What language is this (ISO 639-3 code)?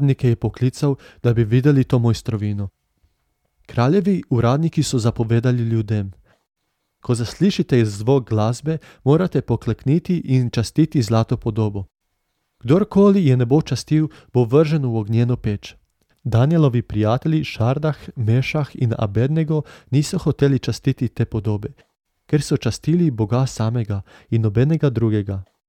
slv